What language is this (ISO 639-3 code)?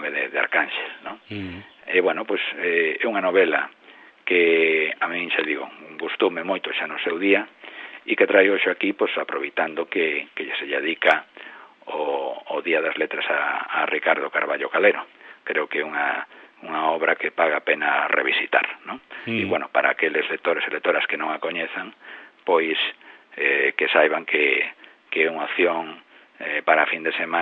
glg